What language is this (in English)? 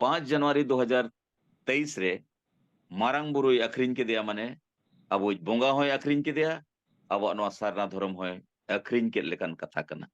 Santali